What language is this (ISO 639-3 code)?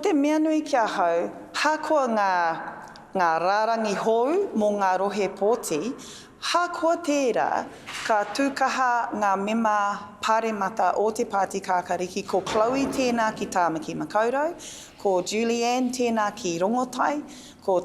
mri